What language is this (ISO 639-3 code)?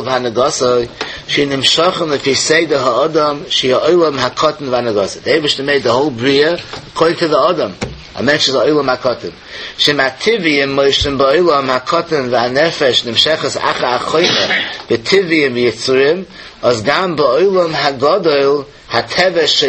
yid